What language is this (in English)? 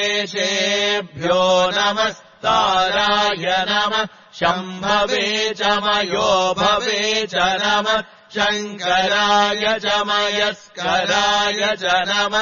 Sanskrit